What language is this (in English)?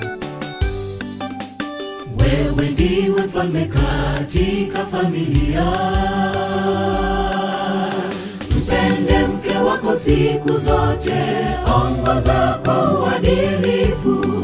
Swahili